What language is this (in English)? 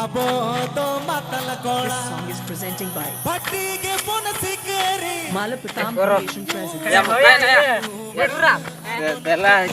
Santali